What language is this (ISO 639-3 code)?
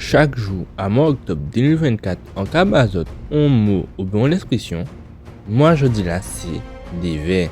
gcf